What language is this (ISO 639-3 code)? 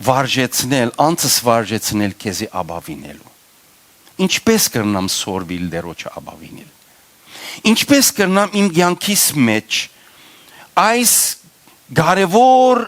hyw